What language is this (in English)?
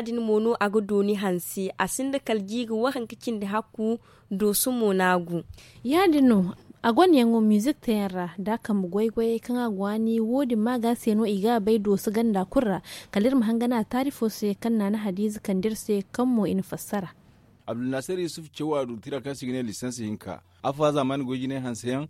Zarma